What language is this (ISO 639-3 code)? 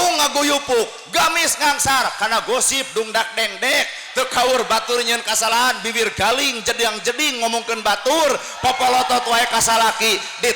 sun